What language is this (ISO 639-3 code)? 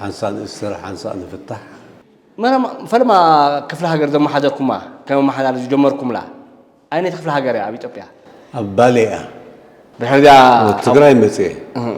tir